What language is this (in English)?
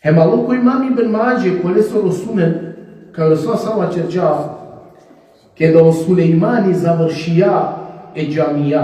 Balkan Romani